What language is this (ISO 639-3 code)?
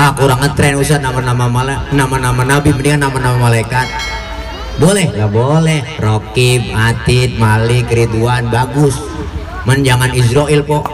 bew